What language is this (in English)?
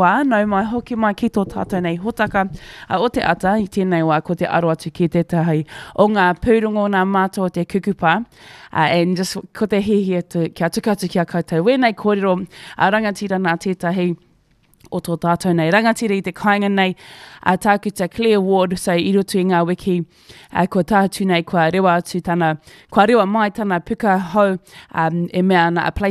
Māori